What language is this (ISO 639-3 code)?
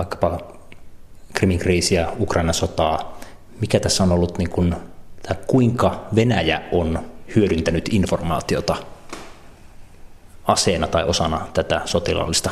fin